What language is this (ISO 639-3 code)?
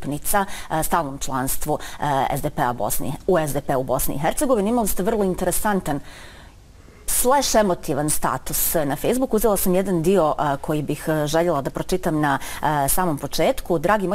bos